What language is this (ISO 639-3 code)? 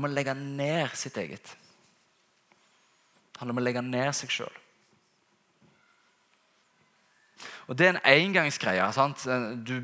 nor